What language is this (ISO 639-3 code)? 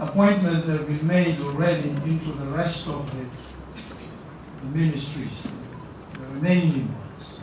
tsn